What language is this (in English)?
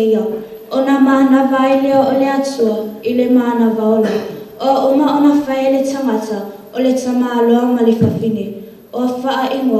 Samoan